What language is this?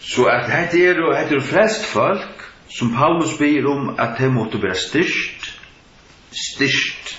Faroese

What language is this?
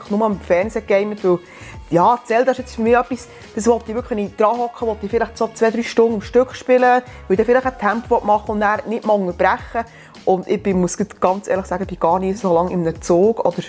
Swiss German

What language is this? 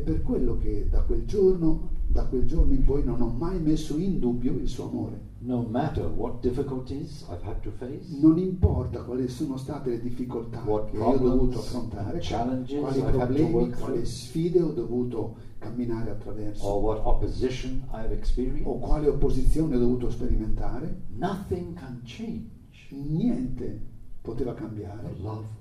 Italian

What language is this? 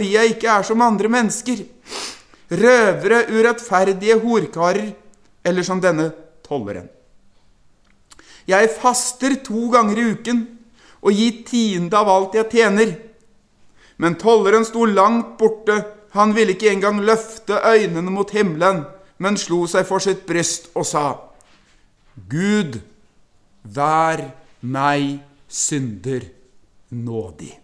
Norwegian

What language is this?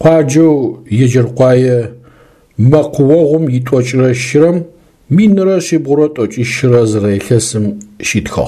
Adyghe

